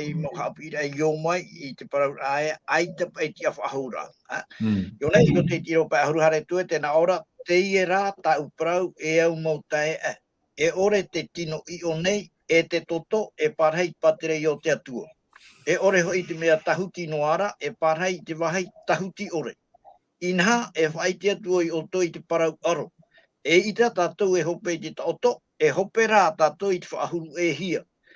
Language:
Tahitian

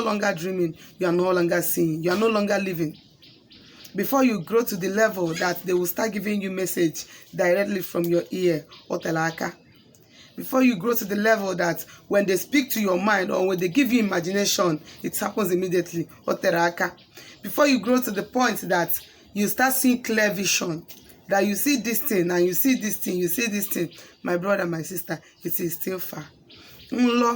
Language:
Igbo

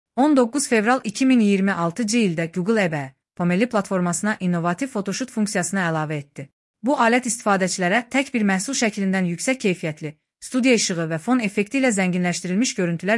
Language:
Azerbaijani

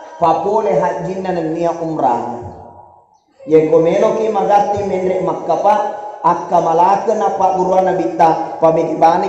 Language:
Buginese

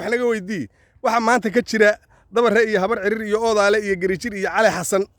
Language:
Somali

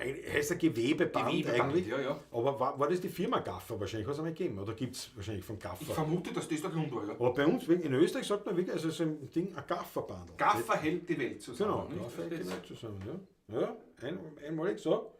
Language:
Bavarian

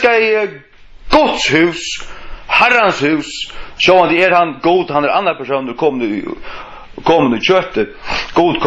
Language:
Faroese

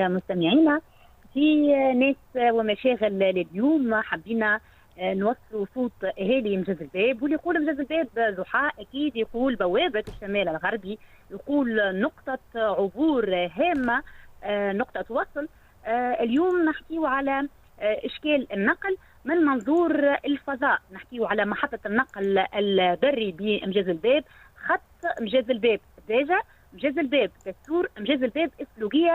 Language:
Tunisian Arabic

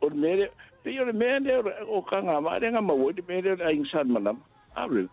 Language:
Samoan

